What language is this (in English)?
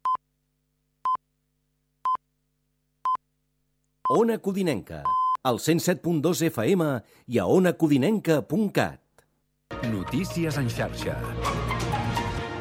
Catalan